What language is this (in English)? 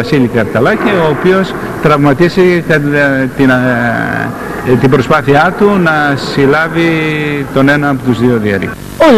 Greek